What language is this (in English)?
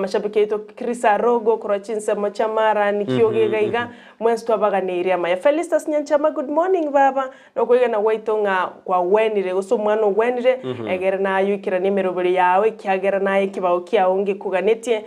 Gusii